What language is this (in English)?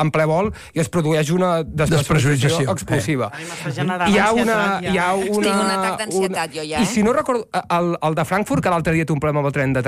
Catalan